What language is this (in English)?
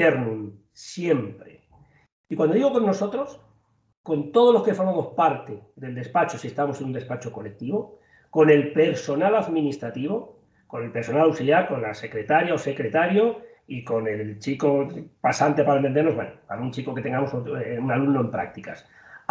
Spanish